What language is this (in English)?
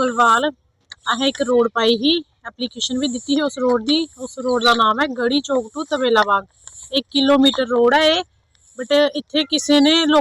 Dogri